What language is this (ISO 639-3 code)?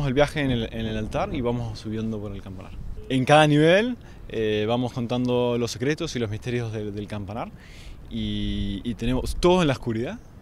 cat